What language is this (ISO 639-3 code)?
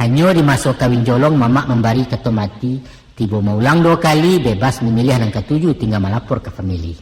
min